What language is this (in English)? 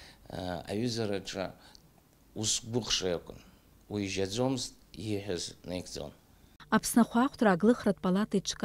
Abkhazian